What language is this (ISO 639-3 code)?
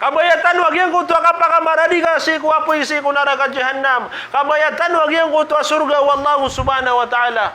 mrw